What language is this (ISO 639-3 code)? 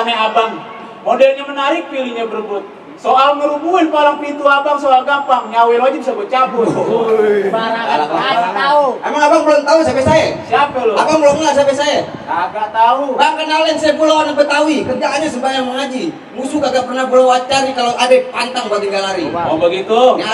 bew